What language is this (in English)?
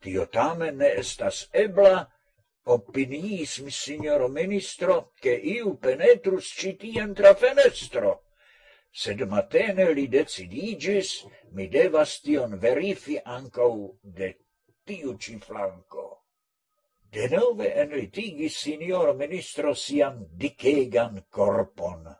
Esperanto